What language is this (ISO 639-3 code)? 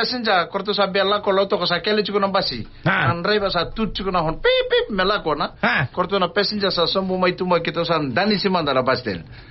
fij